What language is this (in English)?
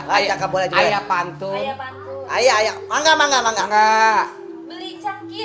Betawi